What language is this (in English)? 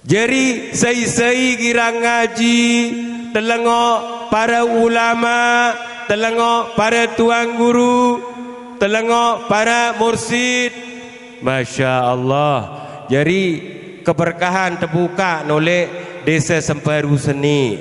Sasak